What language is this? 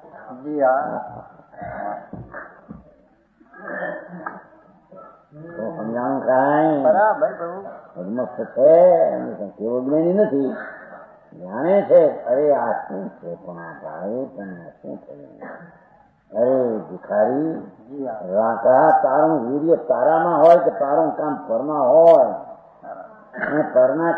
Gujarati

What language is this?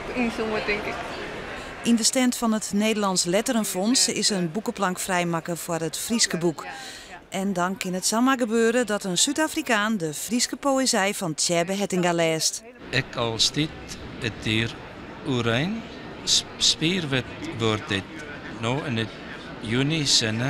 Western Frisian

